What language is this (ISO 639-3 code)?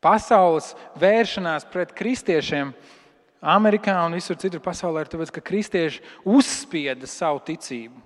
lav